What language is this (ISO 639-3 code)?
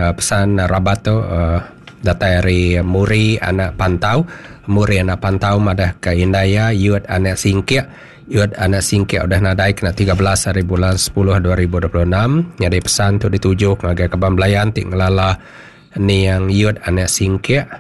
iba